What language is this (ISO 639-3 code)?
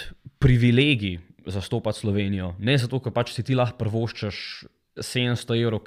slv